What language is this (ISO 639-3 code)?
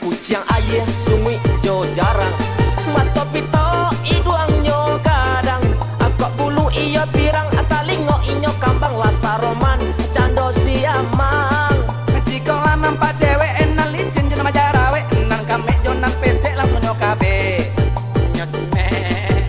min